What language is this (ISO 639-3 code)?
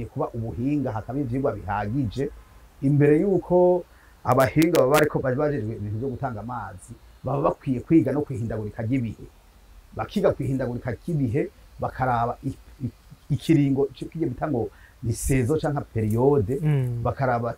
run